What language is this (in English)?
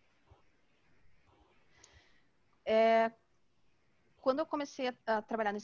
Portuguese